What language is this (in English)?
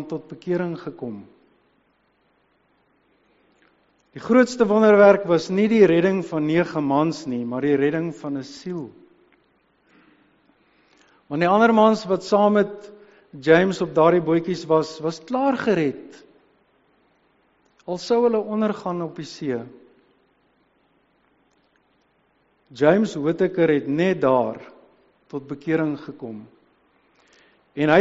Afrikaans